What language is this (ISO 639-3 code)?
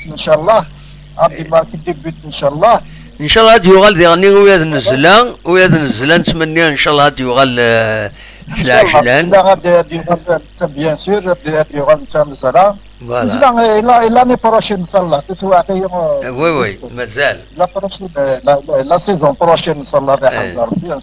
kab